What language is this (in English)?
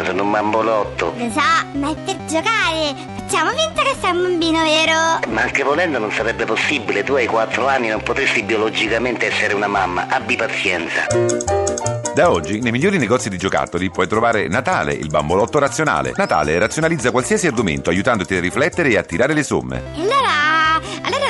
Italian